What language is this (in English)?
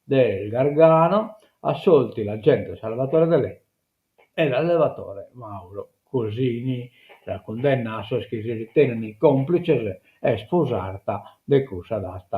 Sardinian